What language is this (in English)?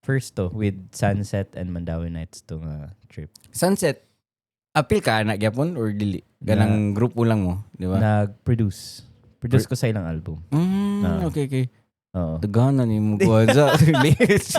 Cebuano